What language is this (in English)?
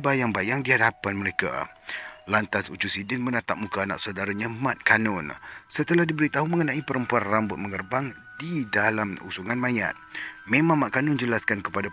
Malay